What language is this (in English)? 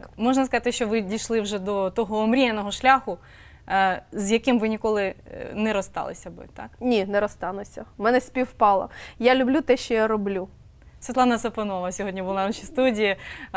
Ukrainian